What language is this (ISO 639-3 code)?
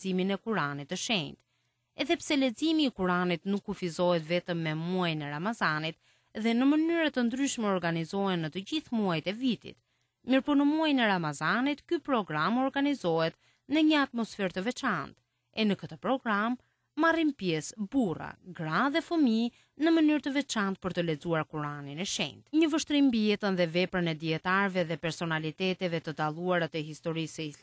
sqi